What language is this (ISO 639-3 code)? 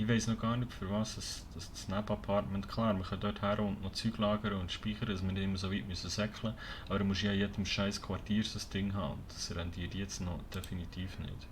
gsw